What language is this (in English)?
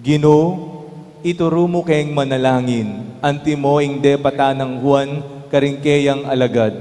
Pampanga